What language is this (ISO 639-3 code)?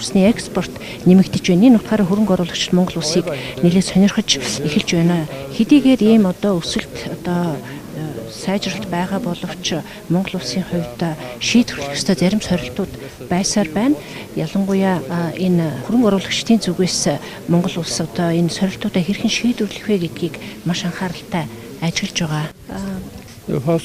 mon